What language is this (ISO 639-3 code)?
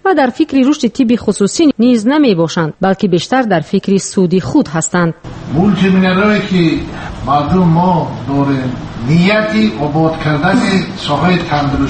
fas